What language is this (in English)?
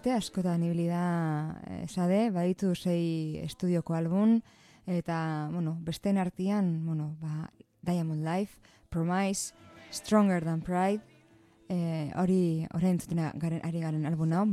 Basque